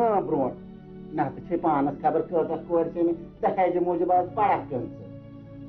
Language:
Kashmiri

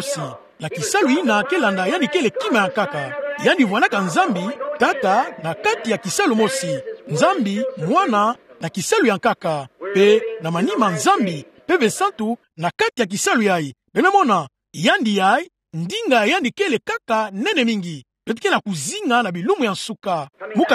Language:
Kituba (Democratic Republic of Congo)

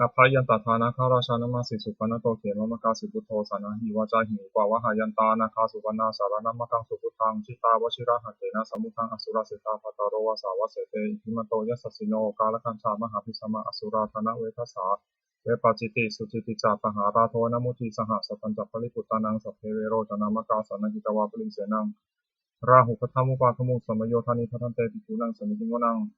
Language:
Pali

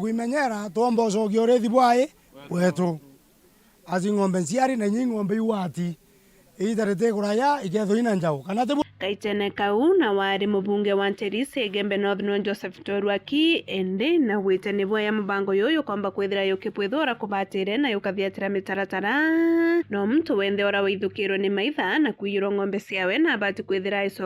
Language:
Meru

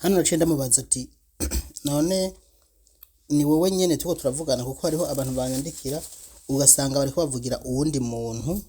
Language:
Rundi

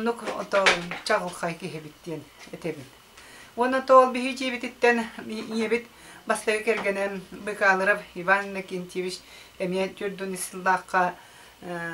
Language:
Yakut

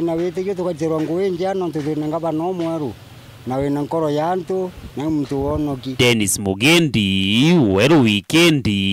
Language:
Meru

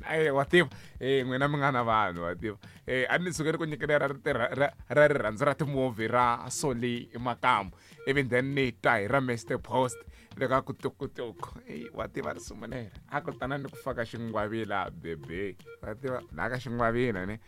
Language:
Tsonga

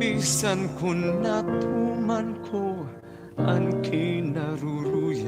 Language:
Waray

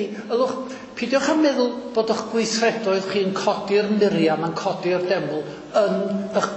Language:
Welsh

